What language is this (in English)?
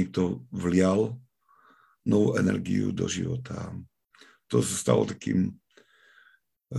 Slovak